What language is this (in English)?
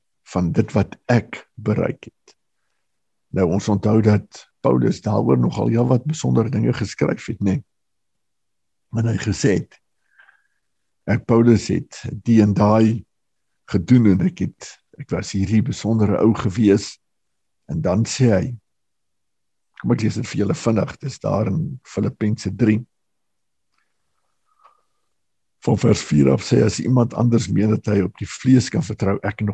Afrikaans